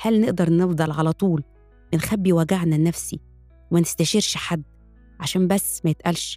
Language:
Egyptian Arabic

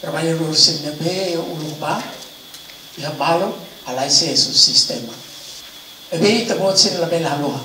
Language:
Tetum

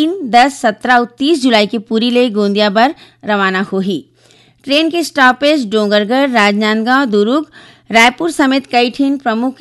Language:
Chhattisgarhi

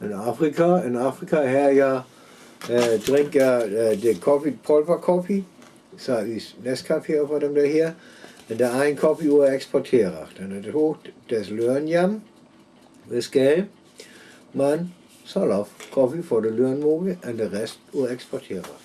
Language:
Northern Frisian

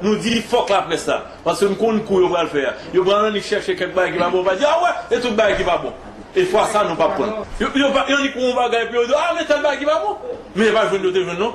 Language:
Haitian Creole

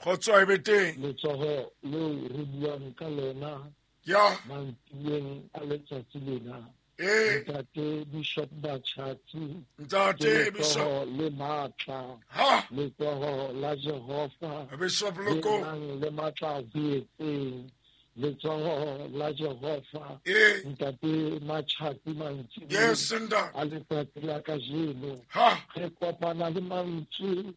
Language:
Southern Sotho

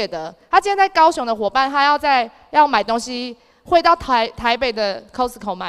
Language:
Chinese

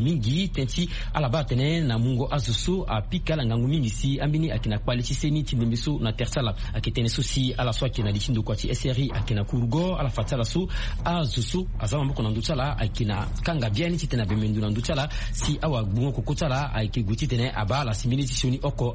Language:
Sango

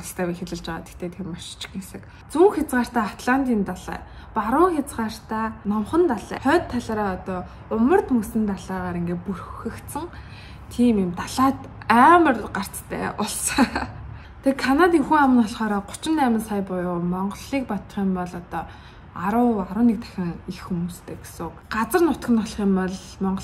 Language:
Mongolian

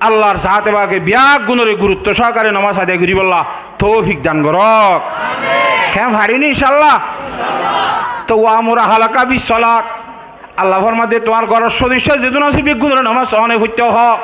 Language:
Rohingya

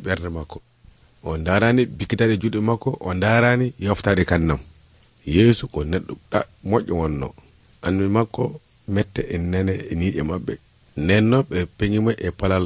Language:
Nigerian Fulfulde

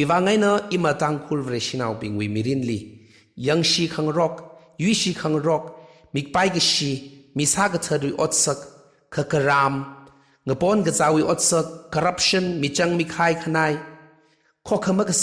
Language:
Tangkhul Naga (India)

